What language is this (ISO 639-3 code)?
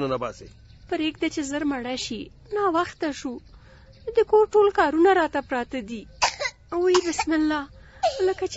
pus